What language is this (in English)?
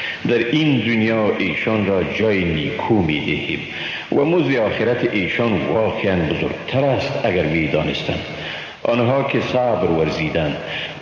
Persian